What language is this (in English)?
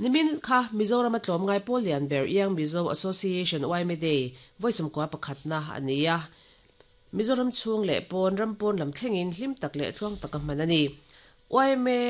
Mizo